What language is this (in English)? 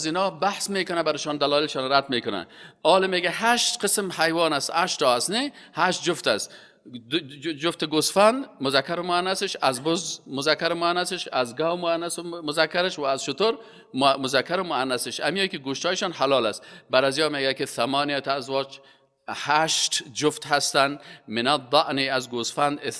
Persian